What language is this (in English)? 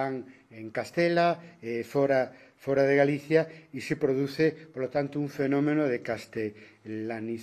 Galician